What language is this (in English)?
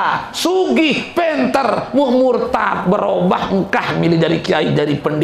Sasak